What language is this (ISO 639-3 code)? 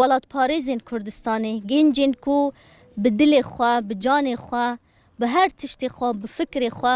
kur